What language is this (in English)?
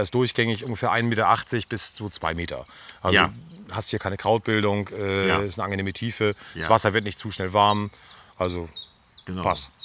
German